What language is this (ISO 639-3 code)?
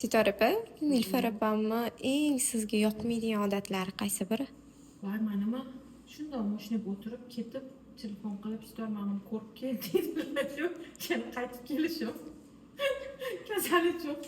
uzb